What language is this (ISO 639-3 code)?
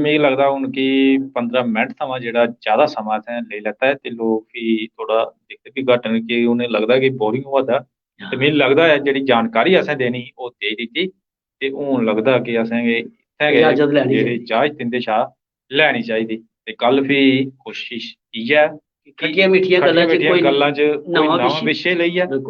doi